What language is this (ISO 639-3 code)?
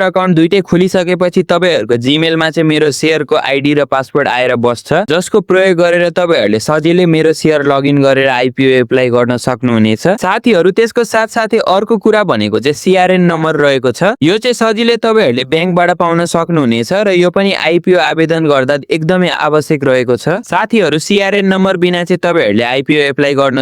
nep